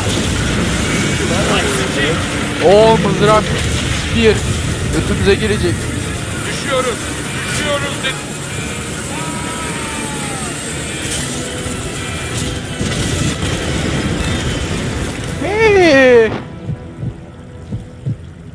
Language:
Turkish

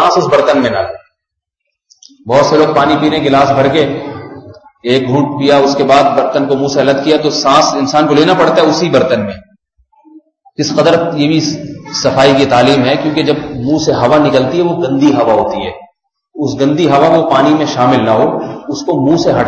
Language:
Urdu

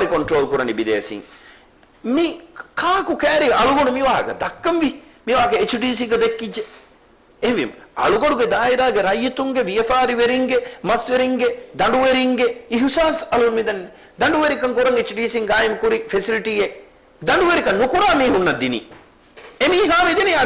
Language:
Divehi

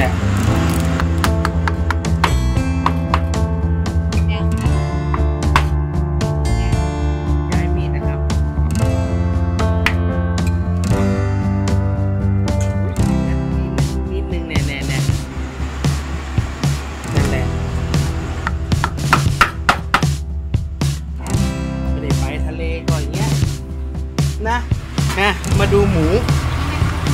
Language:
Thai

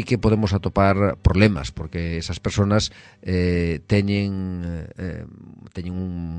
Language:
Galician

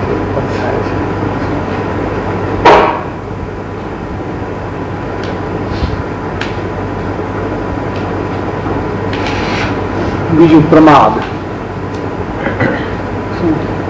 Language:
Gujarati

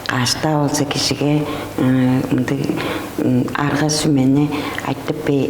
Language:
Tuvinian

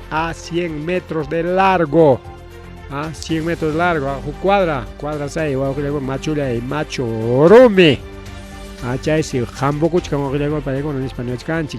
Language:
Ayacucho Quechua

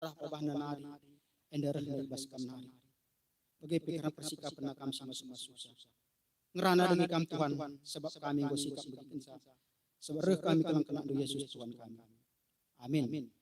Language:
Batak Karo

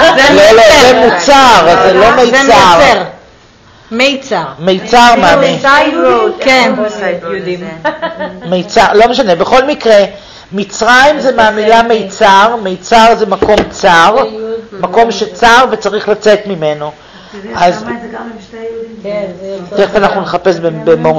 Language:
Hebrew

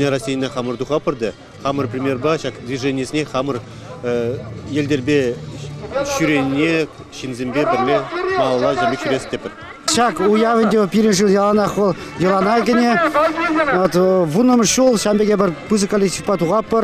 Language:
Chuvash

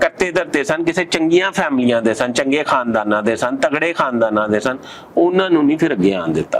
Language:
Western Panjabi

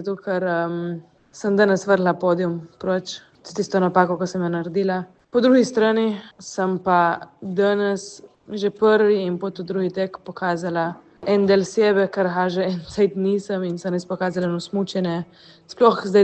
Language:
Slovenian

